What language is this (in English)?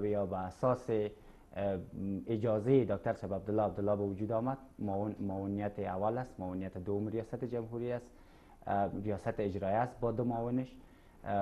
Persian